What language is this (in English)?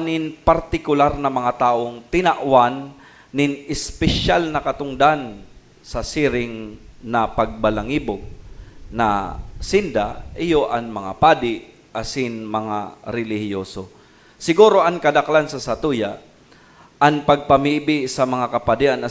Bikol